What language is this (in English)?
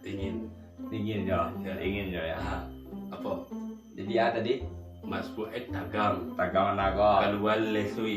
Minangkabau